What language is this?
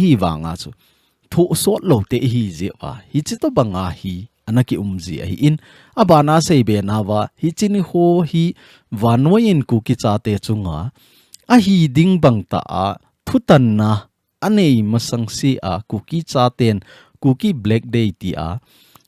Thado Chin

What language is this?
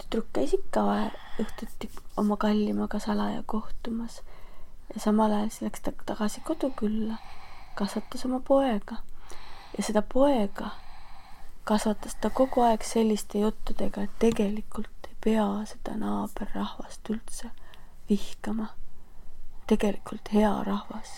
Estonian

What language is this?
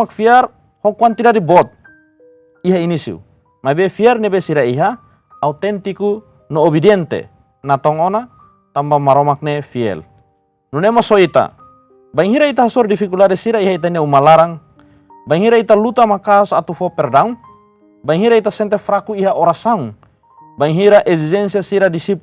Tetum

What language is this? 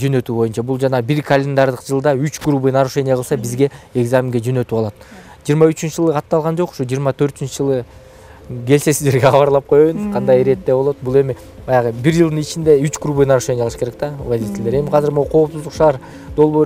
Kyrgyz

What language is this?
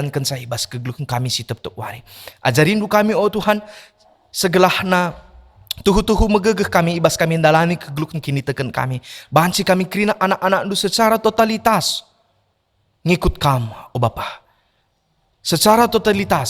Batak Karo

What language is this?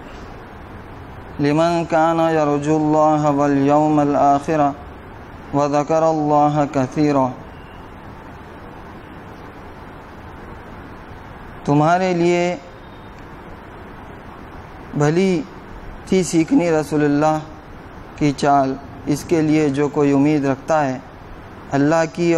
Urdu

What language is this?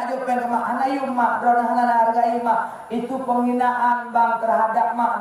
Achinese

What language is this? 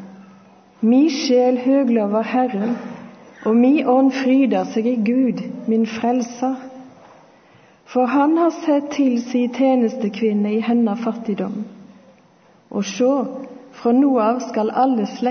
Norwegian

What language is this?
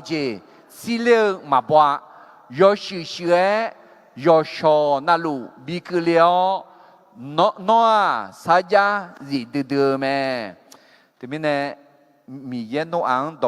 Akha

